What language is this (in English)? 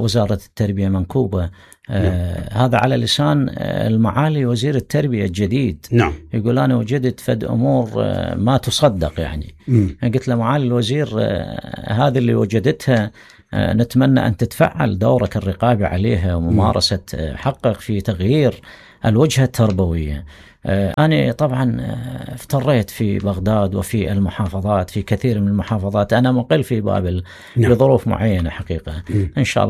Mesopotamian Arabic